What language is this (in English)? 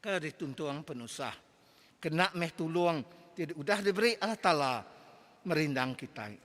Iban